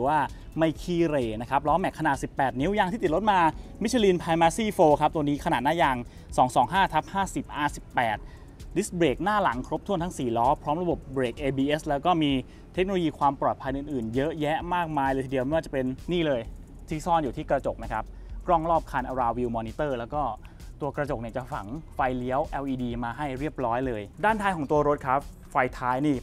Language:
Thai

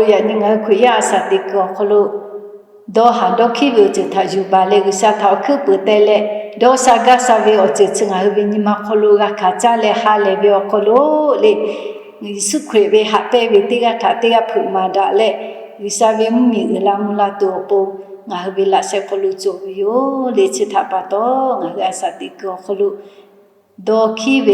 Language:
Lahu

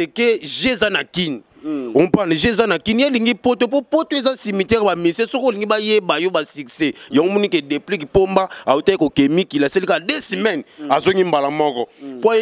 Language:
Lingala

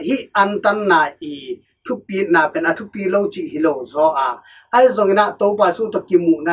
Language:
Tedim Chin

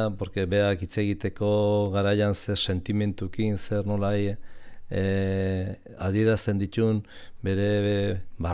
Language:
Basque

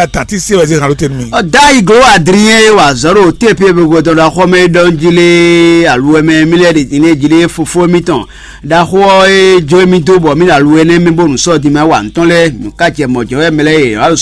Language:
Fon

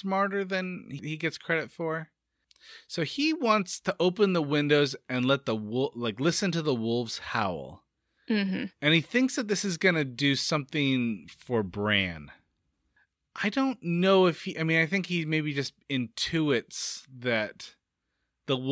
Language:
English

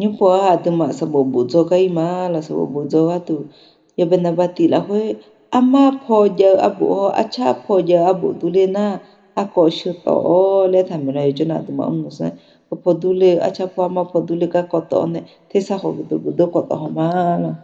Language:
Akha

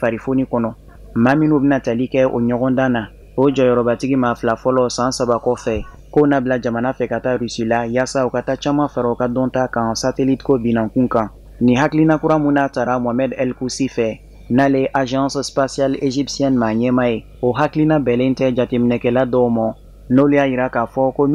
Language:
Bambara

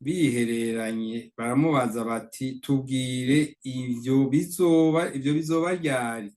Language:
Rundi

